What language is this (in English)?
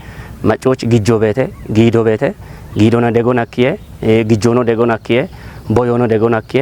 Kafa